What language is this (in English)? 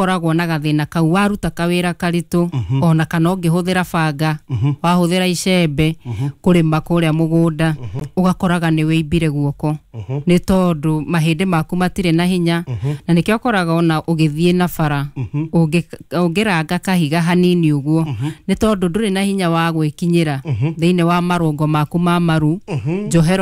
Kikuyu